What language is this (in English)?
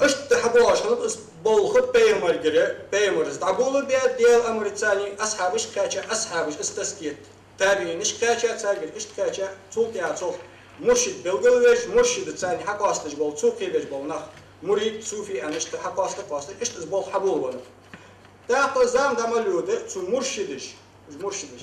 Ingush